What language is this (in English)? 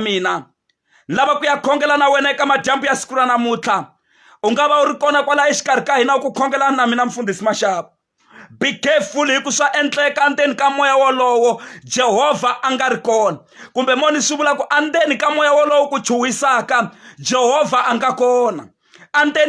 Tsonga